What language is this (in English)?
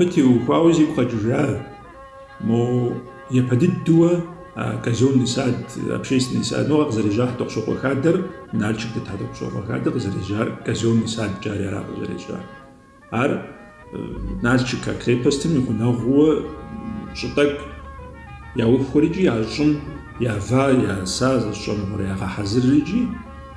Kabardian